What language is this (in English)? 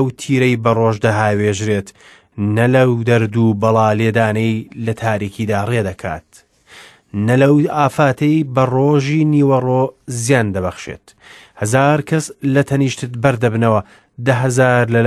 Central Kurdish